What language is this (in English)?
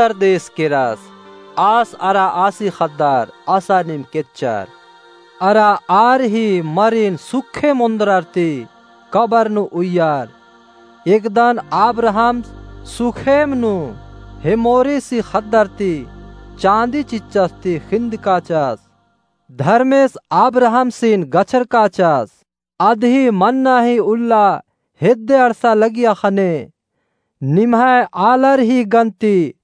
Kurukh